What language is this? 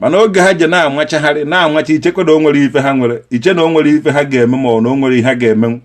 Igbo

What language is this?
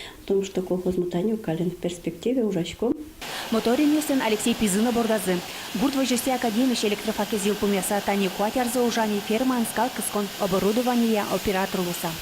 Udmurt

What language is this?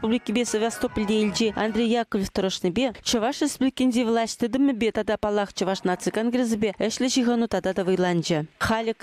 Chuvash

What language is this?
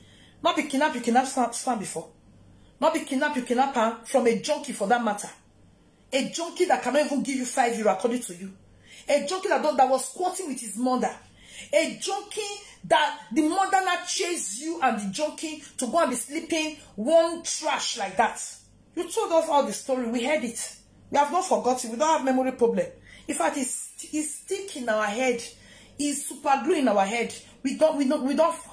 Nigerian Pidgin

